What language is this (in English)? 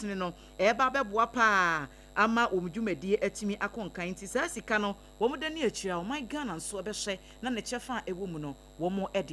Akan